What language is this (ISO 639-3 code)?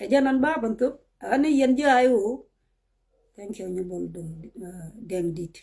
nus